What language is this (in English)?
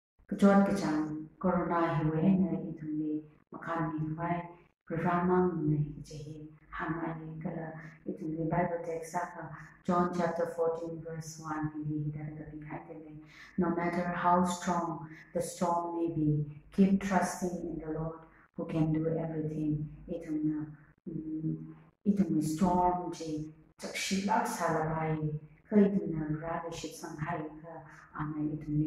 Tangkhul Naga (India)